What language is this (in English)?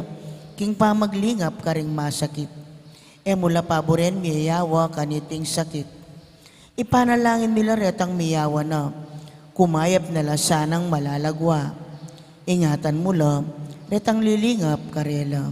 Pampanga